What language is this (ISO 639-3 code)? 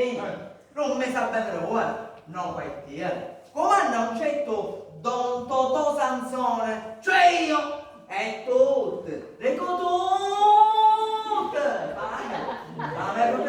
scn